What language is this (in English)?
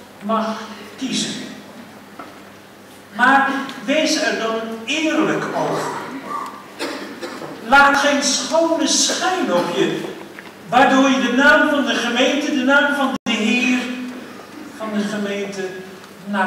Dutch